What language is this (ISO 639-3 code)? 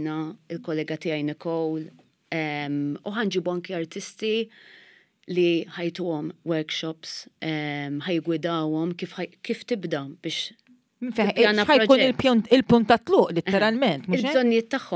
mlt